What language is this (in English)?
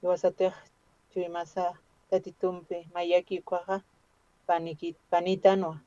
Aymara